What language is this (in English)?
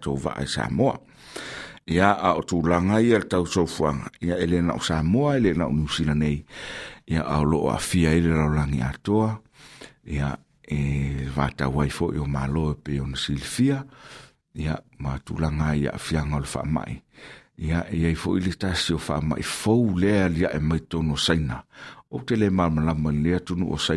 Samoan